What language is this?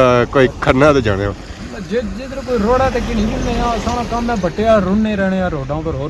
Pahari-Potwari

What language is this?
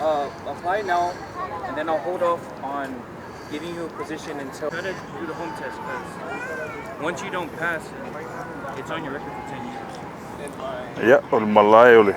Samoan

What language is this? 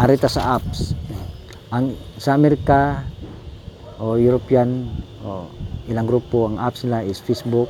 Cebuano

